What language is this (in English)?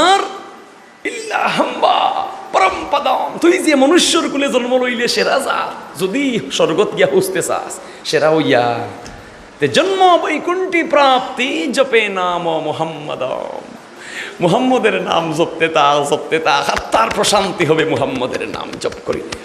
Sylheti